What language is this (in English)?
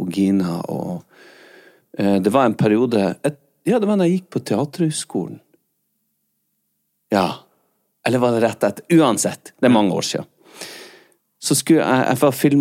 Norwegian